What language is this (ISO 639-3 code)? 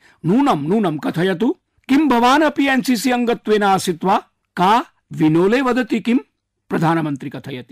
san